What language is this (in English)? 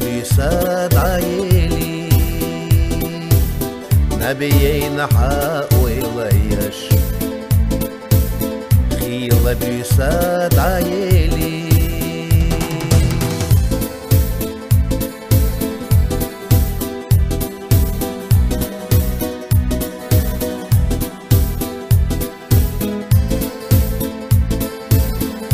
Chechen